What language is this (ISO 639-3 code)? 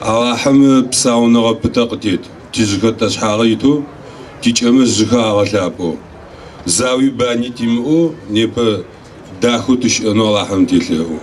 ady